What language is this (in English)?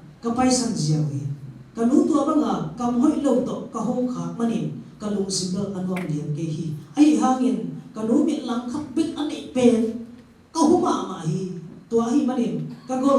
Tedim Chin